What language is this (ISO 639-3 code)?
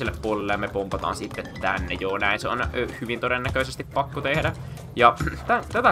fin